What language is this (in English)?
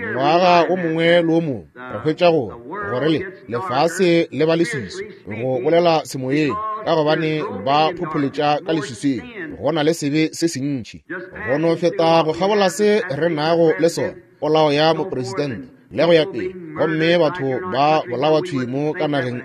Northern Sotho